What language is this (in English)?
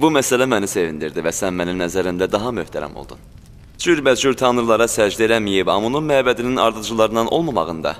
Azerbaijani